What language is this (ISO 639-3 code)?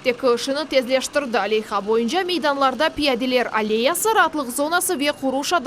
crh